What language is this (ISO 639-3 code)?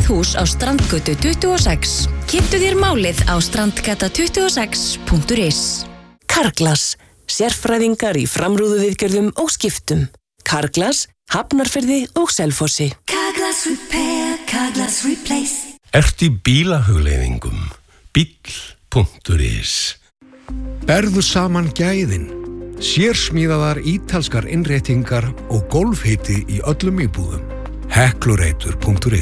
isl